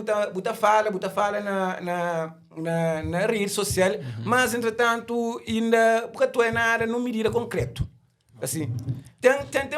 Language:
Kabuverdianu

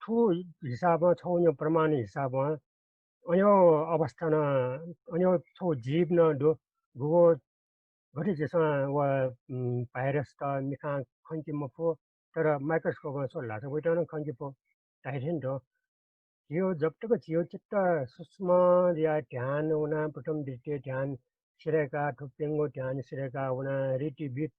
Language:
Newari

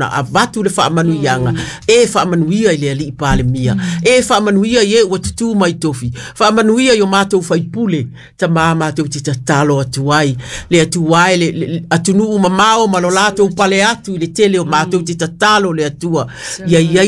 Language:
Samoan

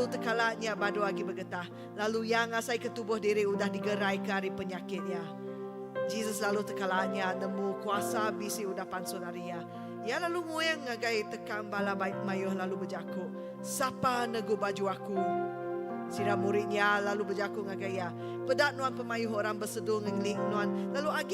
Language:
Iban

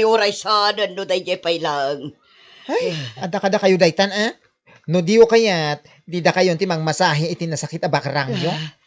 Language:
Iloko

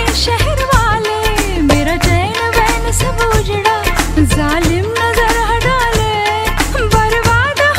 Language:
Hindi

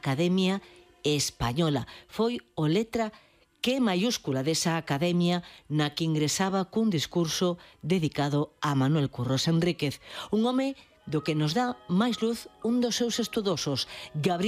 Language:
Galician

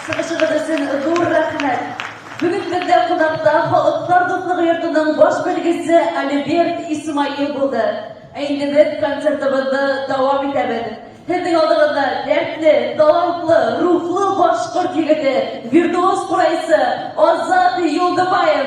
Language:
Bashkir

